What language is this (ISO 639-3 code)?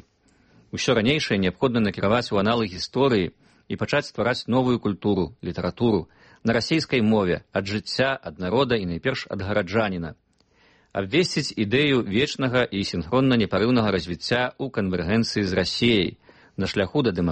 bel